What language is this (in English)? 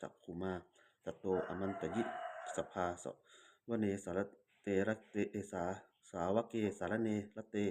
Pali